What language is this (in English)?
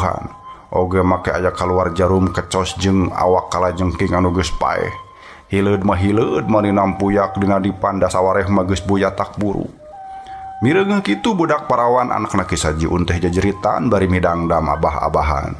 Sundanese